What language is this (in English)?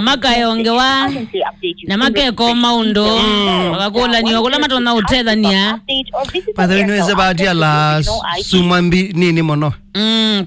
Kamba